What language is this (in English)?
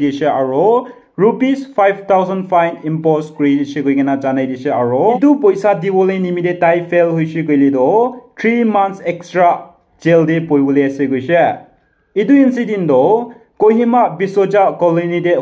Naga Pidgin